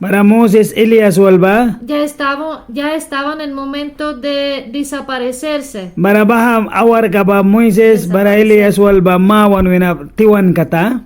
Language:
Mískito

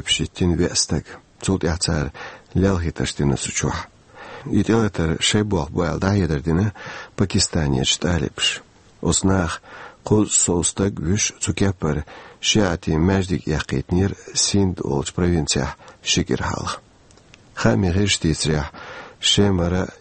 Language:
Chechen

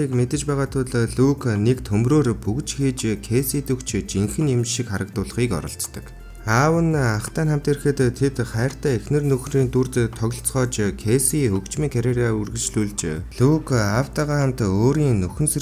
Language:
Mongolian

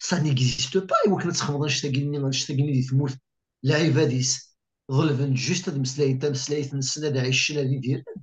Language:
Kabyle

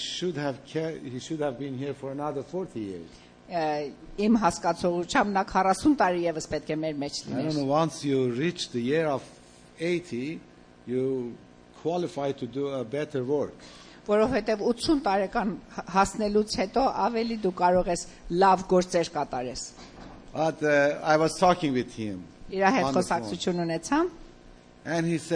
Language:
Armenian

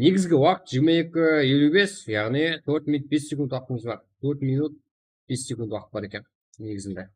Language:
Kara-Kalpak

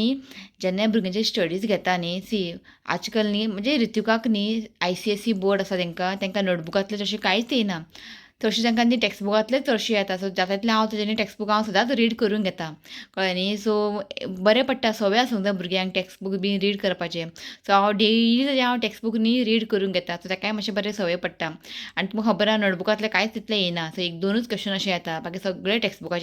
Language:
Konkani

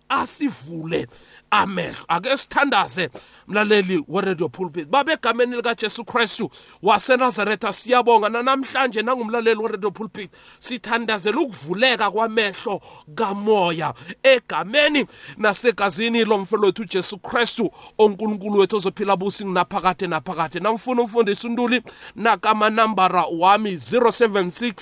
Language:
South Ndebele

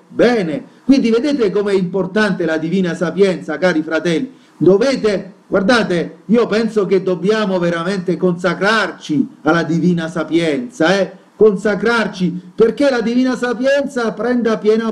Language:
Italian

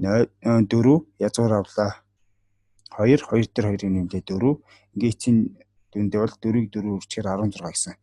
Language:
Mongolian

